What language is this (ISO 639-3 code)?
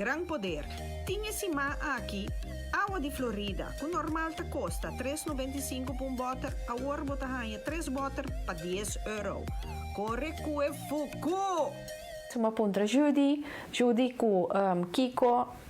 pap